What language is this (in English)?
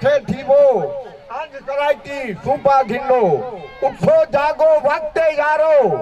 Saraiki